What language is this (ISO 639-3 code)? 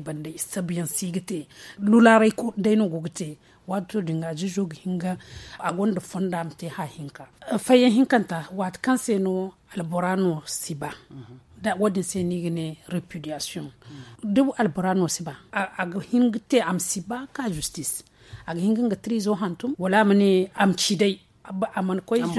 dje